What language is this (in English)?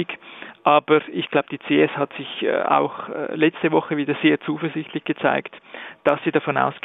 German